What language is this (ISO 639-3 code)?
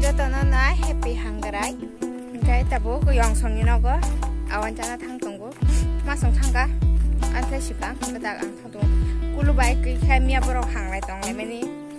trp